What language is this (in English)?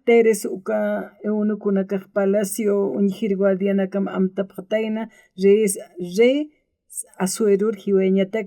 Aymara